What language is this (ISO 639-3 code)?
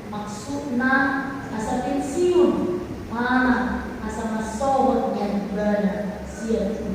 bbc